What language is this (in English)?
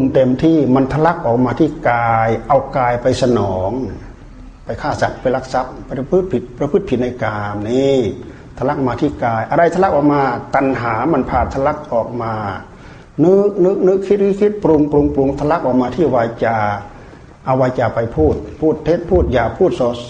Thai